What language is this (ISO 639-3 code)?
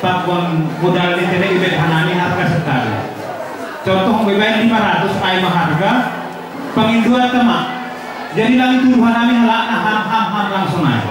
bts